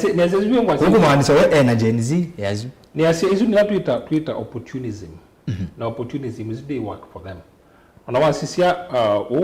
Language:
Kamba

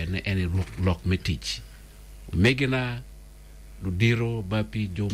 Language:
Acoli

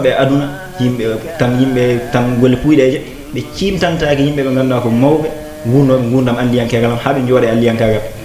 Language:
Fula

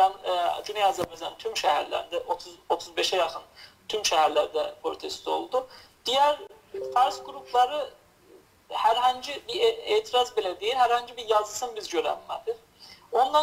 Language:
South Azerbaijani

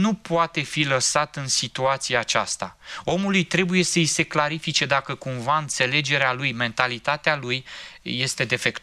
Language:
Romanian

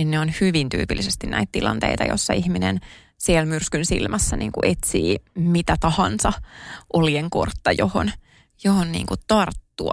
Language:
Finnish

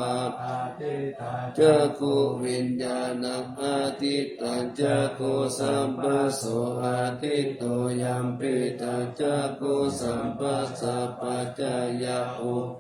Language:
Pali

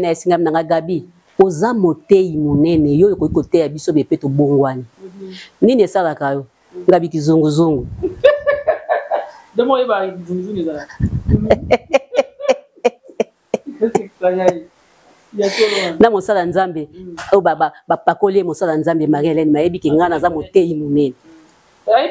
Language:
Lingala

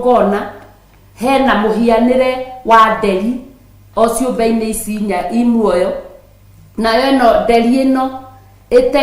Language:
Kikuyu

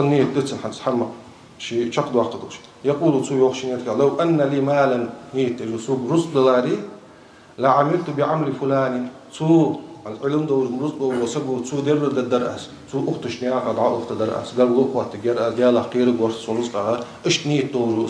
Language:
Ingush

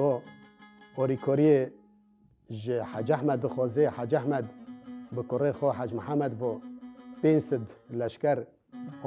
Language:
Kurdish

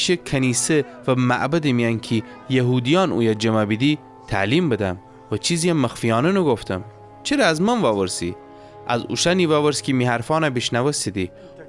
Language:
Gilaki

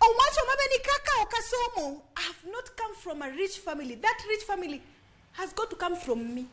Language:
Luo (Kenya and Tanzania)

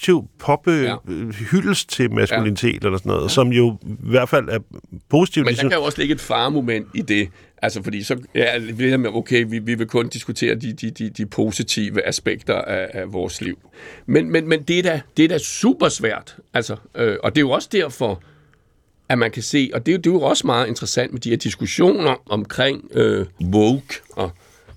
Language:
Danish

